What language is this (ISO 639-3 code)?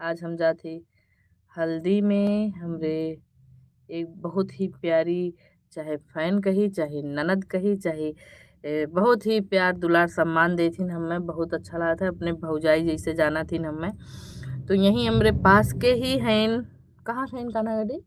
awa